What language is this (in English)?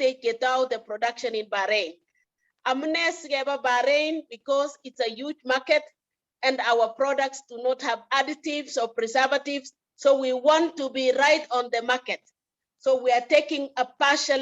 Kalenjin